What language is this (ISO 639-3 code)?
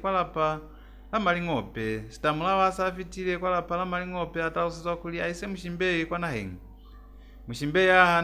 loz